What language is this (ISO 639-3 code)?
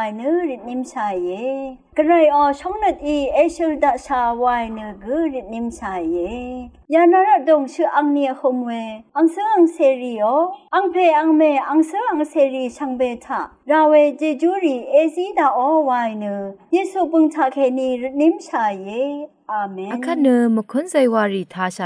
raw